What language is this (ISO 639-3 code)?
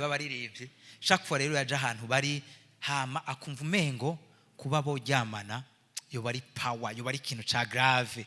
run